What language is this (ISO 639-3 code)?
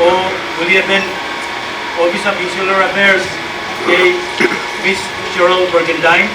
pon